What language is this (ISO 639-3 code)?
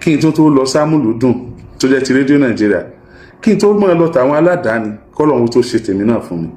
yor